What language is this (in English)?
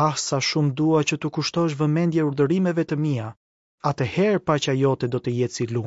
Albanian